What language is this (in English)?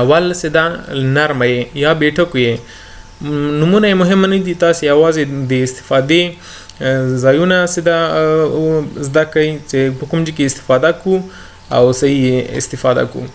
Pashto